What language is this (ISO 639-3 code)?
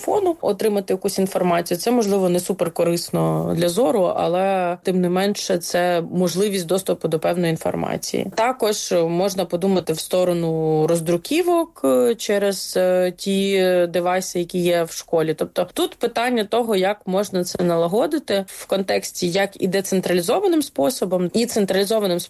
ukr